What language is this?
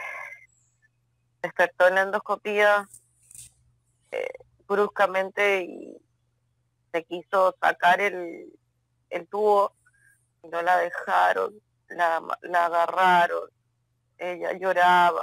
Spanish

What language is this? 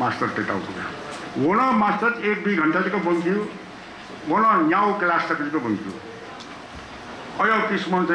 Newari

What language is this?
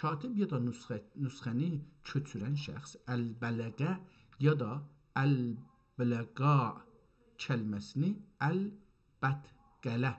South Azerbaijani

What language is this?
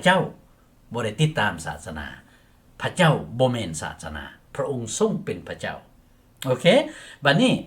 Lao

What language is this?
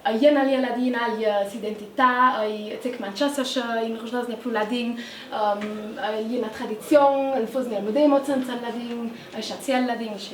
Ladin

